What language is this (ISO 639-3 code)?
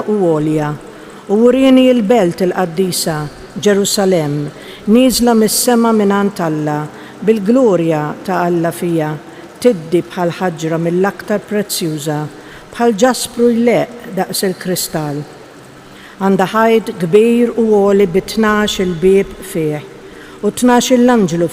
mlt